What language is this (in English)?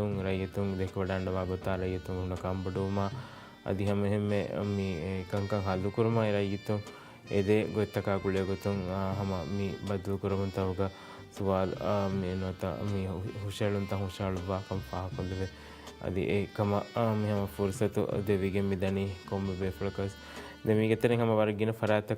Divehi